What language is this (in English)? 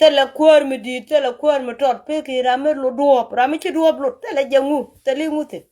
Nuer